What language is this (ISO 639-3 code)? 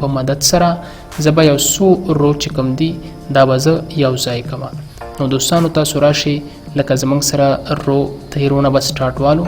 pus